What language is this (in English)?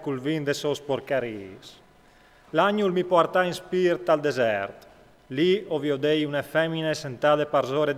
Friulian